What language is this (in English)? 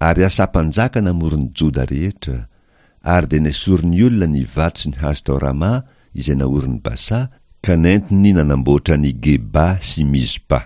Malagasy